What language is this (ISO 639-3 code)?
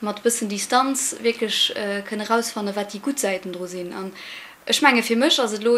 ltz